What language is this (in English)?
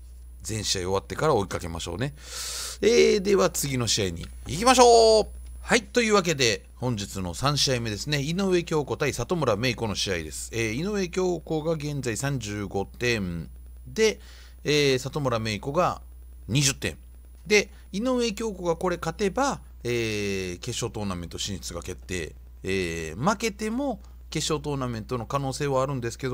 Japanese